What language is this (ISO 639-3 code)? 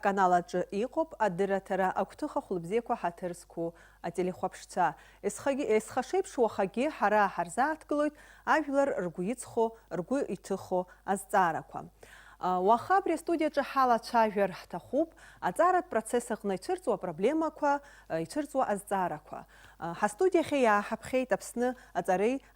abk